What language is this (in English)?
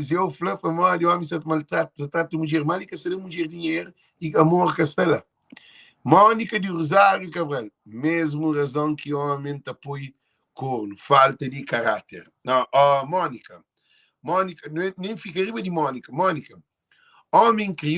Kabuverdianu